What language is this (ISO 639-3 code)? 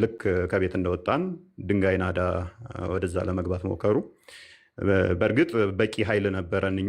amh